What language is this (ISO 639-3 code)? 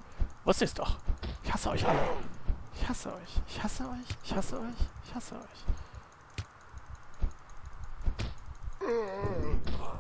deu